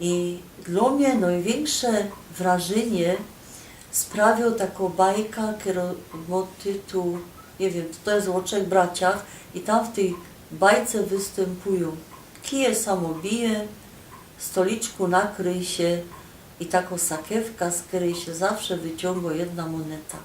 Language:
Silesian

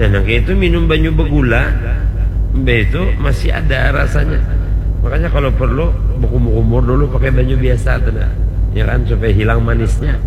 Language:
Banjar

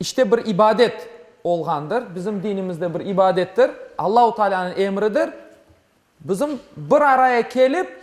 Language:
Crimean Tatar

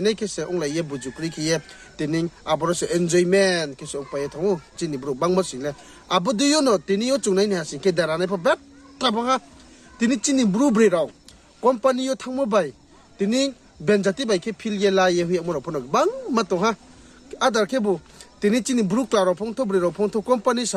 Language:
Riang (India)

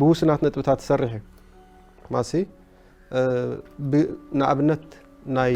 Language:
Tigrinya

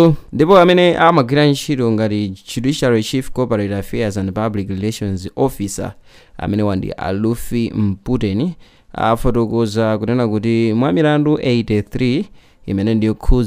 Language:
Nyanja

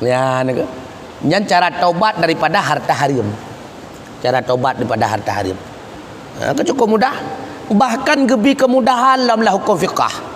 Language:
Achinese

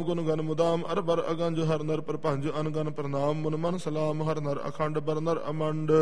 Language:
Punjabi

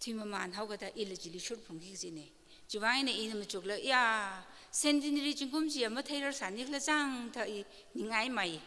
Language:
Tangkhul Naga (India)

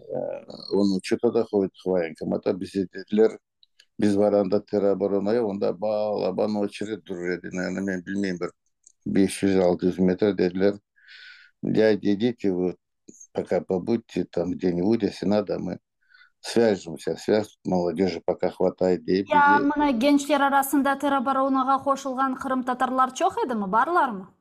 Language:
Crimean Tatar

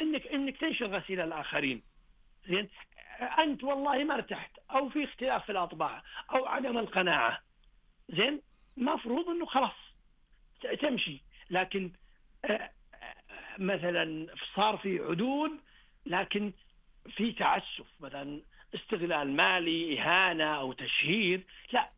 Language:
Najdi Arabic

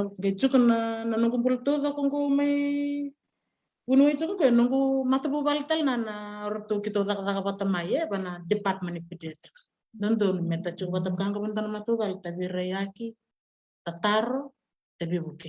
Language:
Fijian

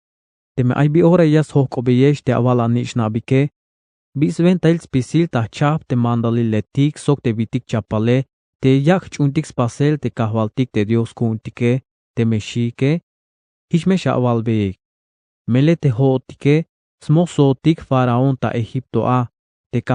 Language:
Tzeltal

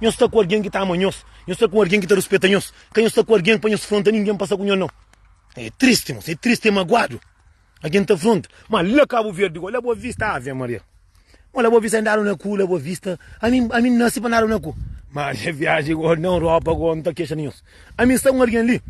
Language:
Kabuverdianu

